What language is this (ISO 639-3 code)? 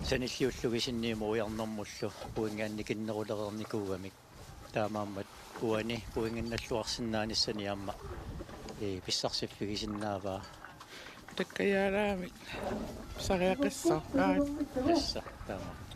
kal